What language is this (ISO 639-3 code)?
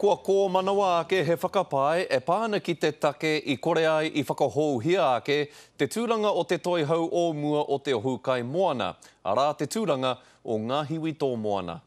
mri